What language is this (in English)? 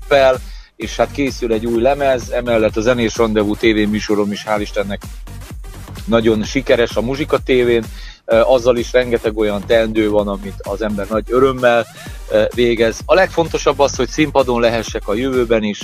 Hungarian